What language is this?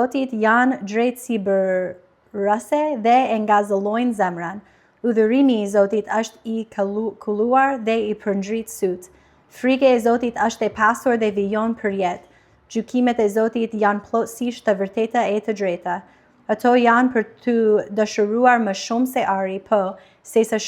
Albanian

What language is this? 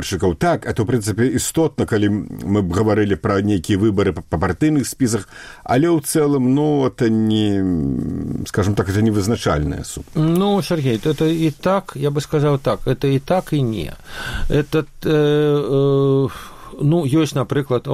Belarusian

